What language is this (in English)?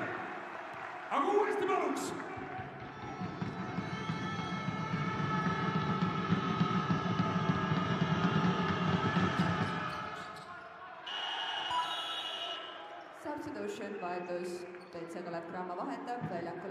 Estonian